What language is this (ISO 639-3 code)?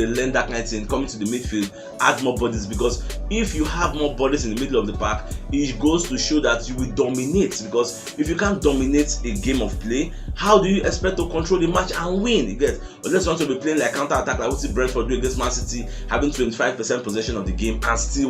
pcm